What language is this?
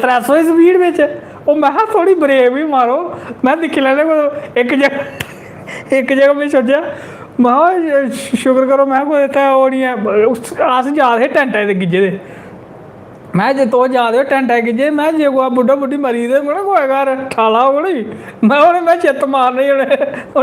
Dogri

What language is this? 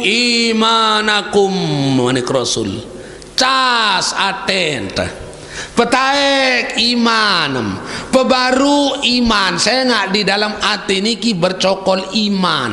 Sasak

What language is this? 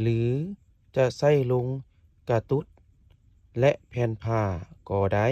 Lao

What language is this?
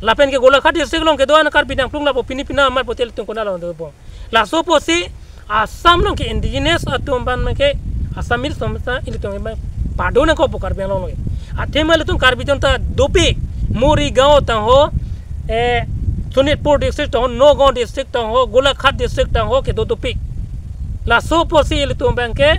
Karbi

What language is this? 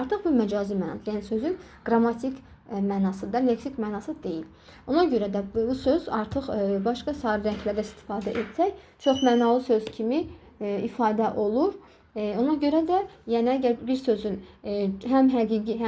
Azerbaijani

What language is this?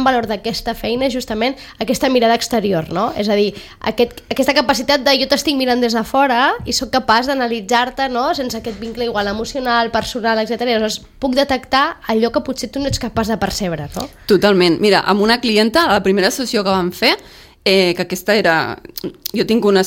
Catalan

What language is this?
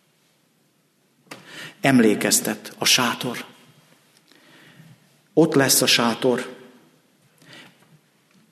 Hungarian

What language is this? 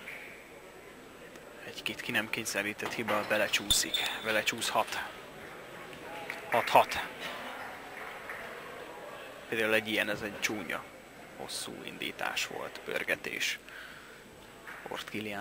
Hungarian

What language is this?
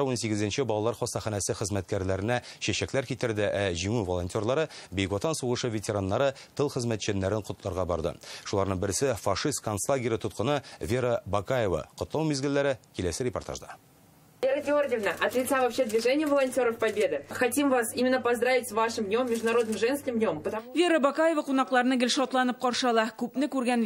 Tatar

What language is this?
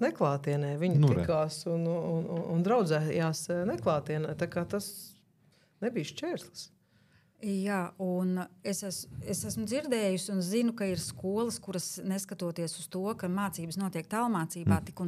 Latvian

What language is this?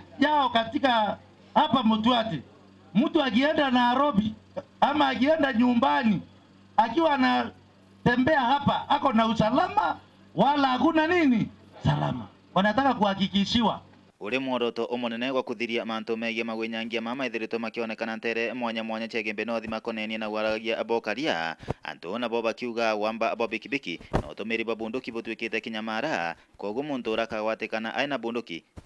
Meru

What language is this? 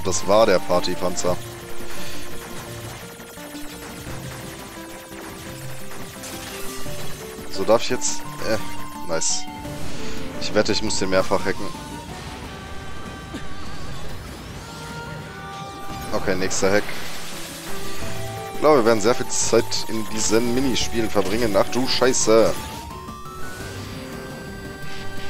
German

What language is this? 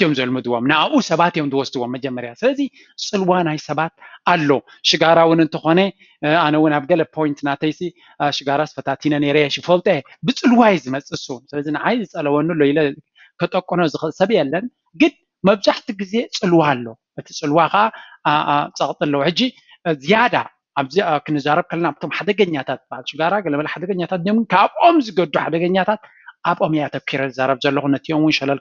Tigrinya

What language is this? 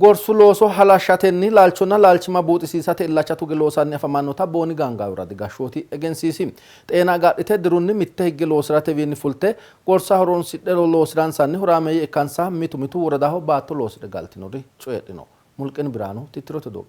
Sidamo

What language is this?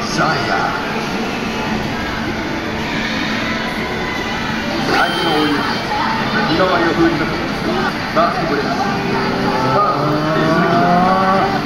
Japanese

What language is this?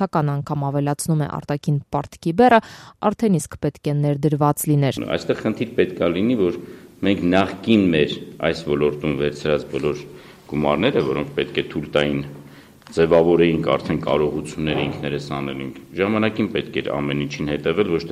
Armenian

